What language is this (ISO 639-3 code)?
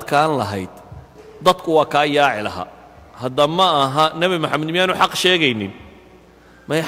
som